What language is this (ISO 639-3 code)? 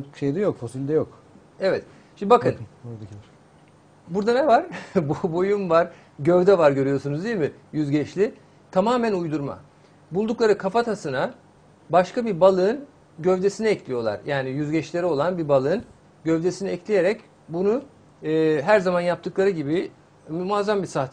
tur